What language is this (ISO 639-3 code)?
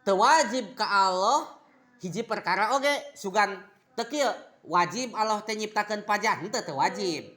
sun